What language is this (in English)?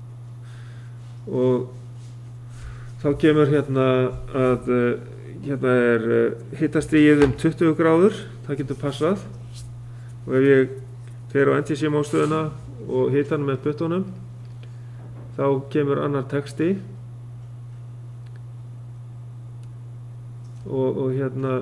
Icelandic